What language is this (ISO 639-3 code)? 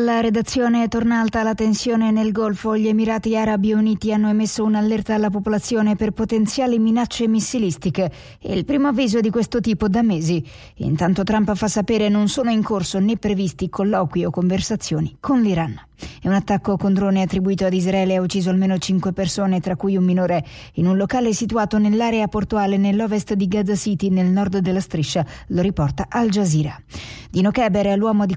ita